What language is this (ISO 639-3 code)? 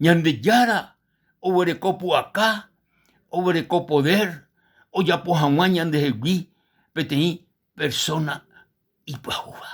grn